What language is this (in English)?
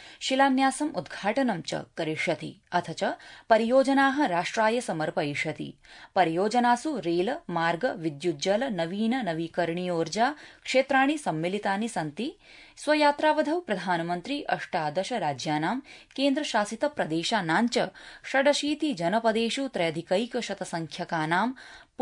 Sanskrit